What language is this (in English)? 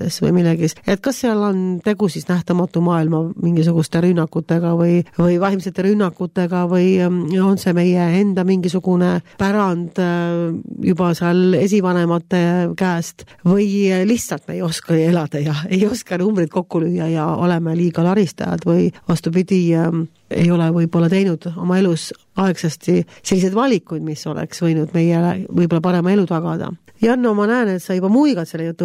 Estonian